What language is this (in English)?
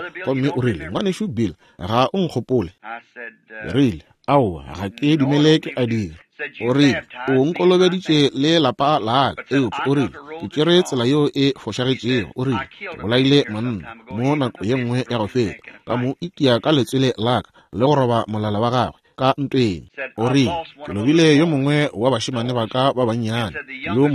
Northern Sotho